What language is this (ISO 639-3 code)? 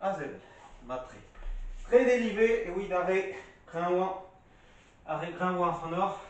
bre